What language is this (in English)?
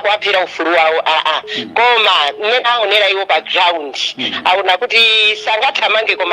Nyanja